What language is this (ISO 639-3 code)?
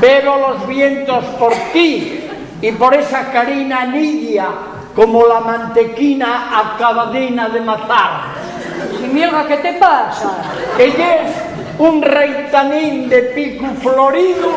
ast